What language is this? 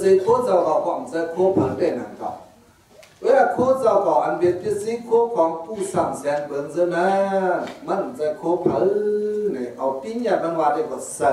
Shan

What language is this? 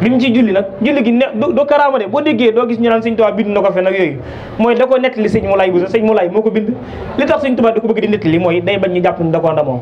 Wolof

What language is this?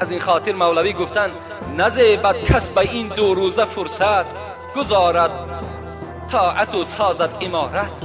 Tajik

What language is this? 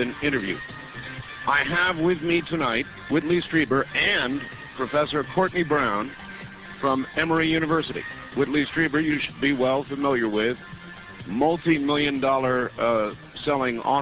English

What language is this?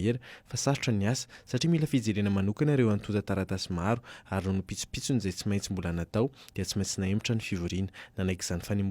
Malagasy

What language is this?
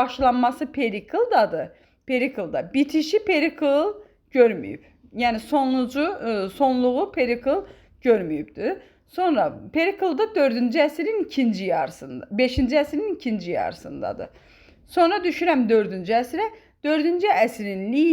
Azerbaijani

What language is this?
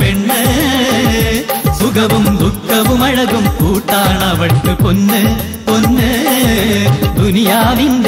Malayalam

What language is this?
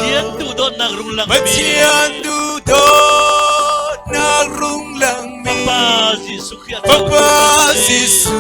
Falam Chin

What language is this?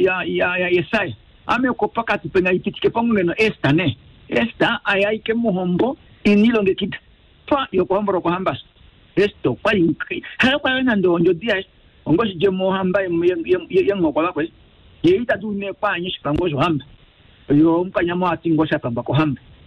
Kuanyama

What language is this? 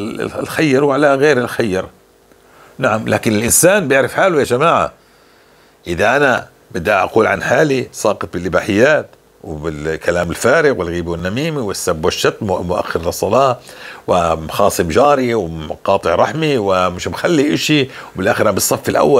North Levantine Arabic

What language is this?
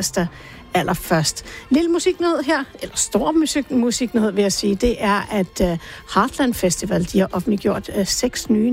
Danish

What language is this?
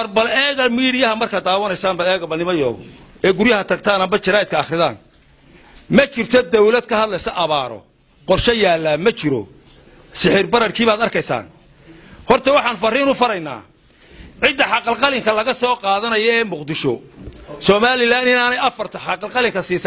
Somali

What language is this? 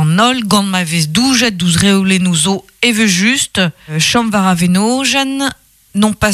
Breton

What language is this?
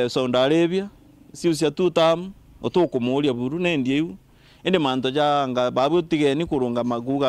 Meru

